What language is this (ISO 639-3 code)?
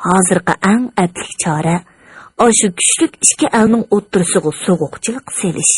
uig